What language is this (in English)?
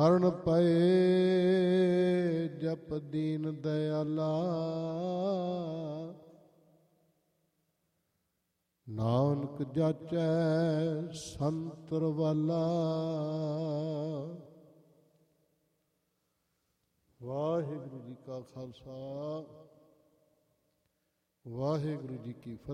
Punjabi